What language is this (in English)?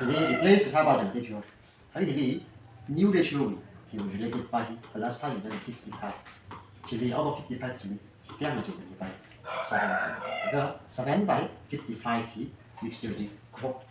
Tangkhul Naga (India)